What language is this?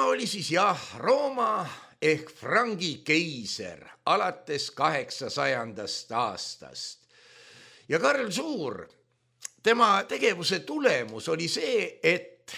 Estonian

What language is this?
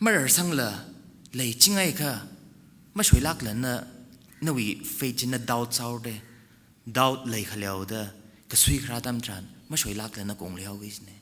Tangkhul Naga (India)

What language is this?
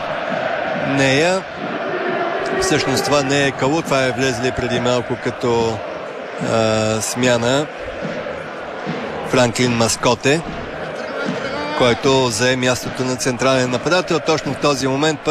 Bulgarian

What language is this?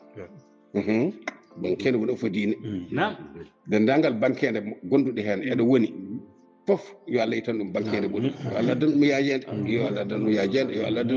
Fula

